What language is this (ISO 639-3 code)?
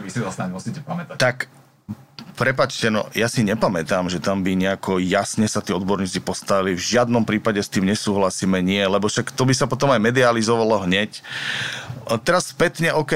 slk